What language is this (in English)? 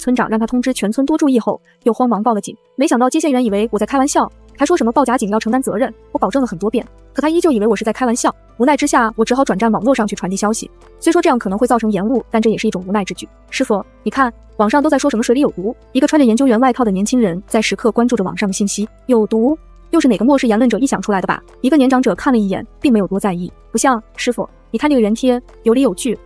Chinese